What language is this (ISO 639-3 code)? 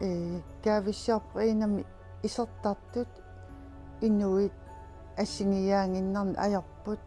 kal